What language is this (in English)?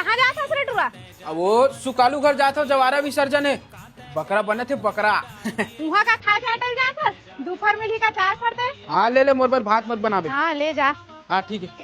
Chhattisgarhi